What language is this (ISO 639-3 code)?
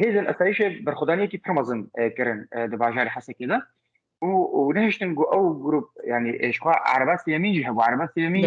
kur